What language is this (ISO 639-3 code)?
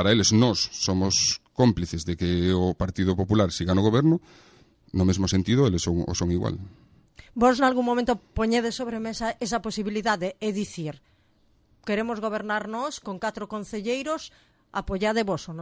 glg